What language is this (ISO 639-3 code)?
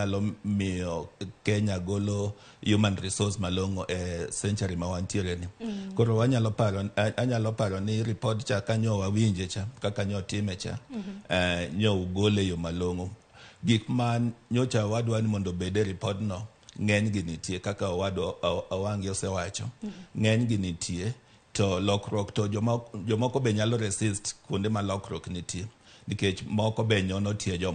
luo